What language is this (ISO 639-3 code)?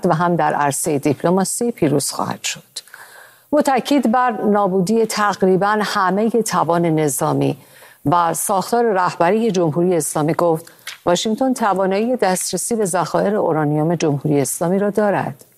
fas